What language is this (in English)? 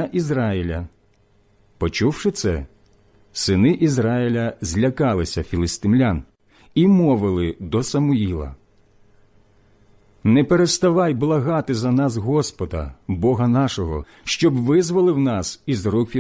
Ukrainian